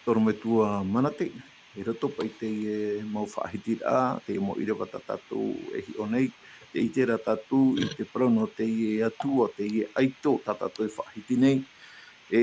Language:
Tahitian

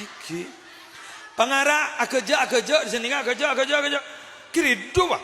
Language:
Madurese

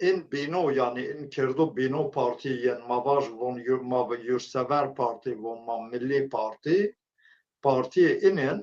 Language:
Zaza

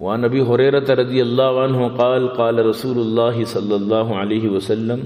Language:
Eastern Balochi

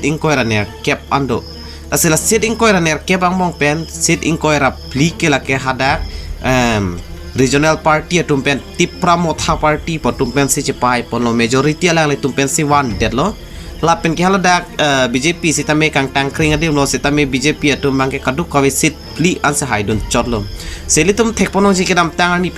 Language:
Karbi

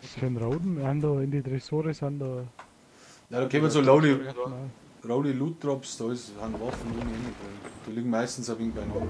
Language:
Bavarian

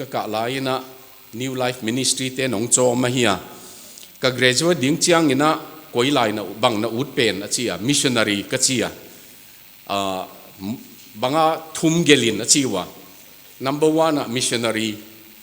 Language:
Tedim Chin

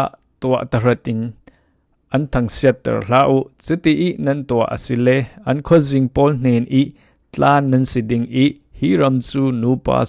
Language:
Falam Chin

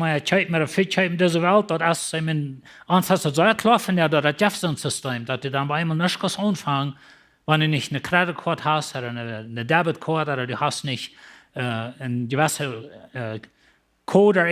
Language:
Plautdietsch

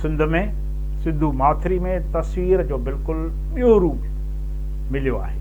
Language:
Sindhi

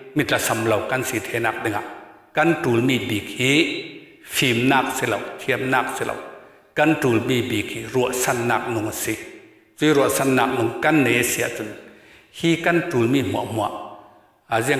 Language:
Falam Chin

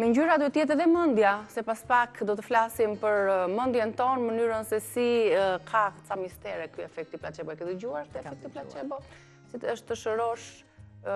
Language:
Albanian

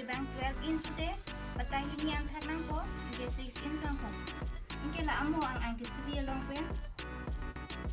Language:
Karbi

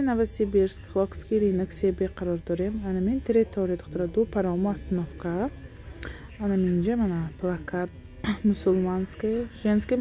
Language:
Tajik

